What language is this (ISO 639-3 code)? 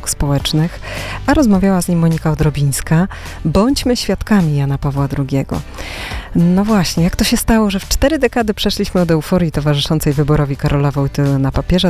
pol